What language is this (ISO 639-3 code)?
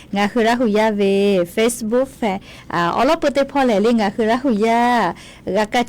lhu